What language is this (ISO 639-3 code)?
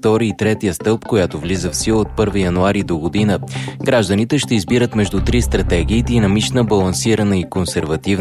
bul